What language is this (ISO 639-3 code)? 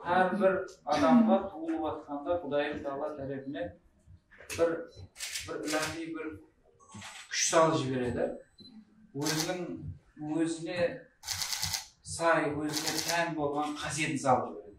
kaa